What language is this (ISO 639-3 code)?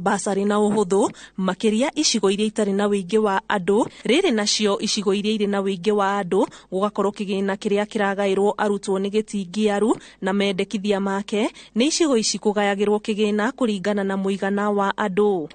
kik